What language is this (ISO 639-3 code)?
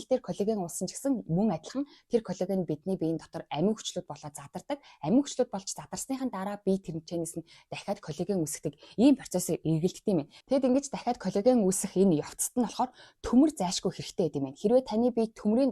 mon